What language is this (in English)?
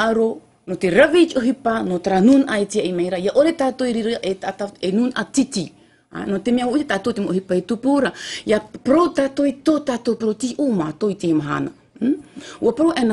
Tahitian